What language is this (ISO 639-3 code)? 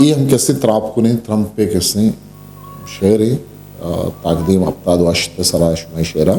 bgp